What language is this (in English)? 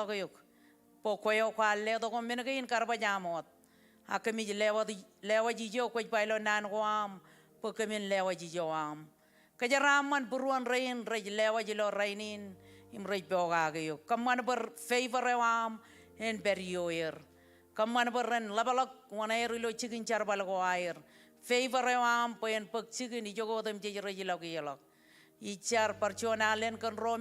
Marshallese